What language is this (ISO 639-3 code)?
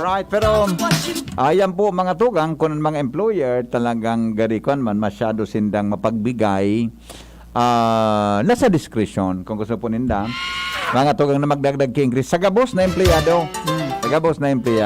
bik